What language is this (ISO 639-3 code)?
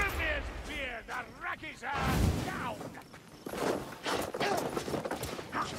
eng